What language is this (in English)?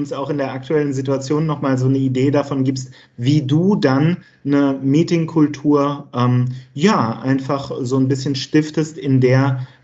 German